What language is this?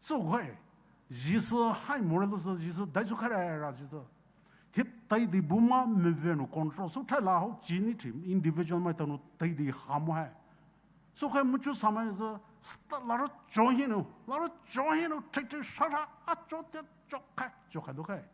Poumei Naga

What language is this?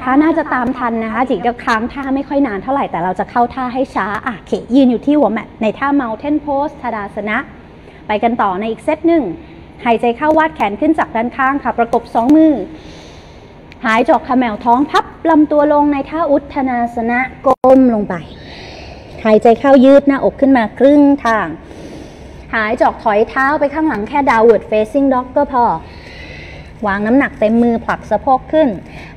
Thai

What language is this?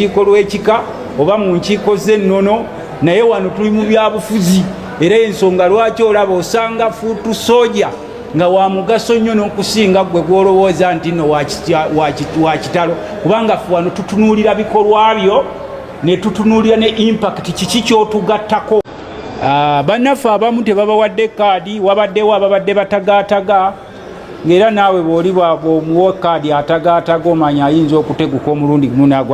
Ganda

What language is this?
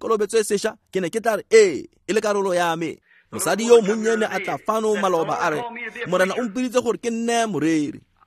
Tswana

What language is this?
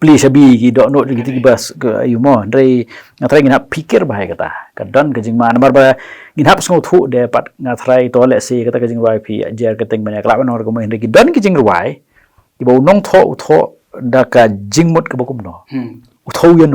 Khasi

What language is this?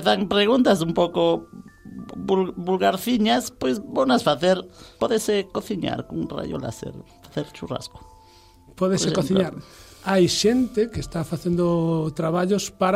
Galician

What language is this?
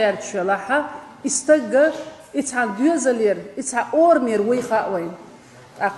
Chechen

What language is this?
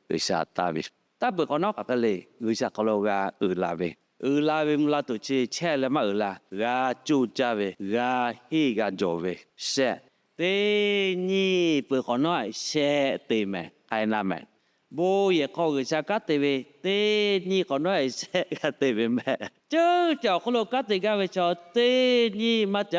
Lahu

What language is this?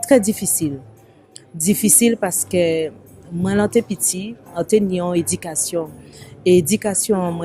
Guadeloupean Creole French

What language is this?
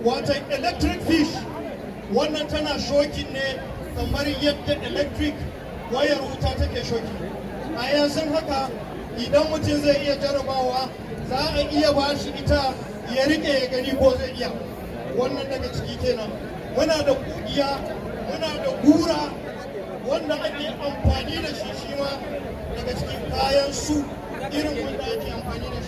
Hausa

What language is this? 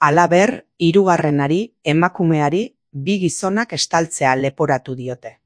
Basque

